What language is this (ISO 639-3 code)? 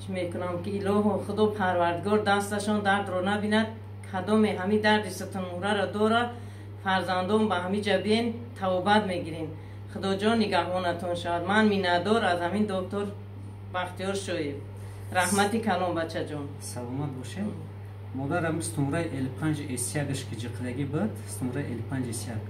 tgk